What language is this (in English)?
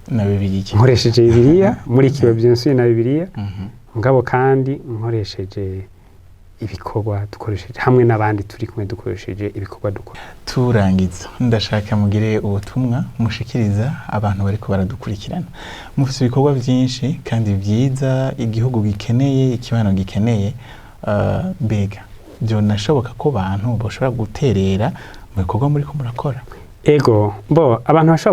Rundi